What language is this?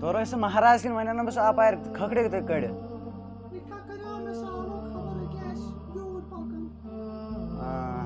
Kashmiri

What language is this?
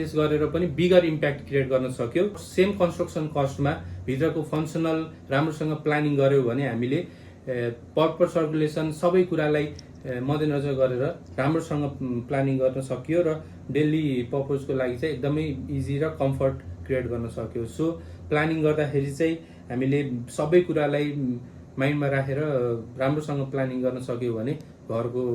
Nepali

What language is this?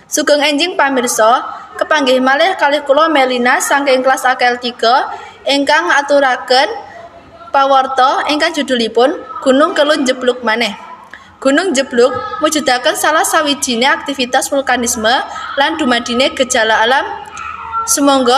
Javanese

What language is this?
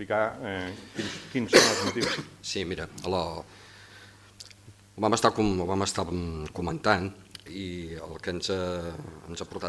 Catalan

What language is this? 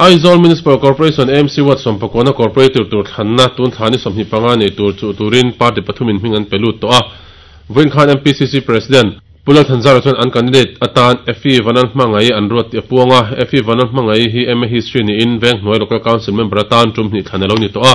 Mizo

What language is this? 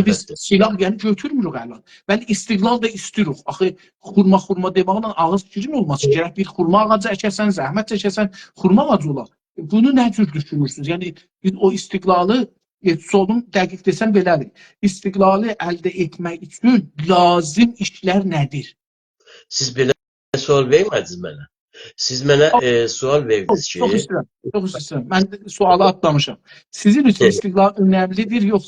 South Azerbaijani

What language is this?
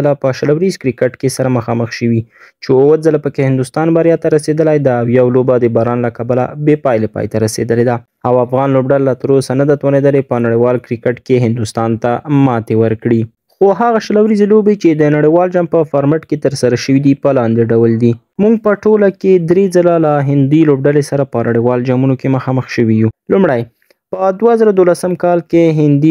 Pashto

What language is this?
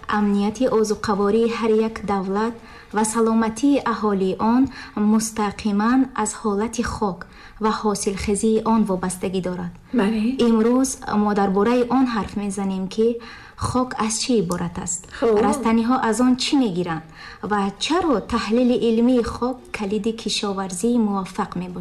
Tajik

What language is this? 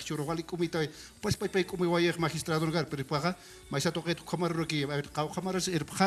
Aymara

